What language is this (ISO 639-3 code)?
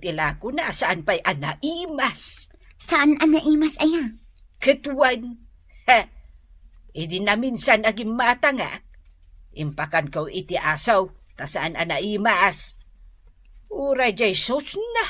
ilo